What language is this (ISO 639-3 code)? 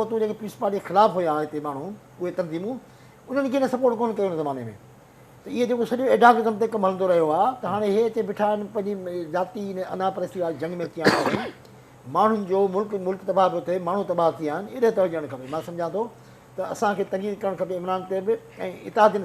snd